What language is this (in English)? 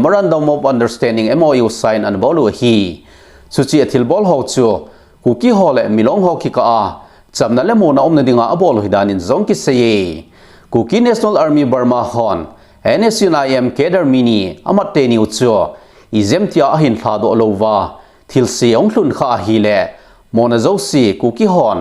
Thado Chin